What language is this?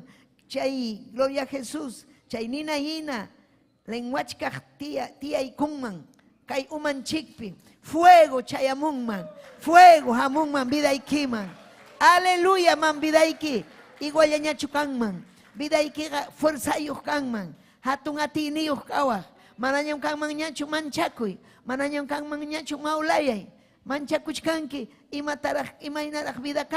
Ayacucho Quechua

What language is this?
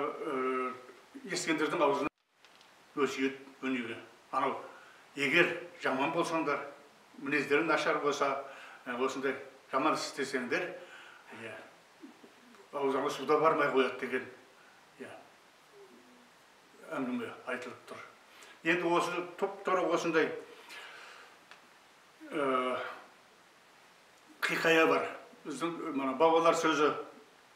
Kazakh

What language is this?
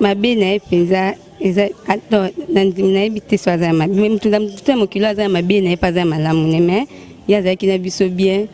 Lingala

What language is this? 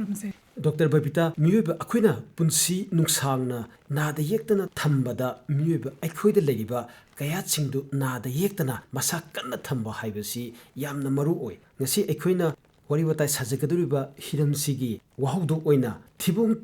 Manipuri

